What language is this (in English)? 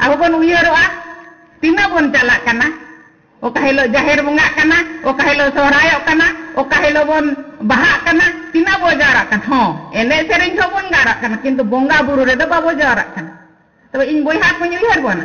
Santali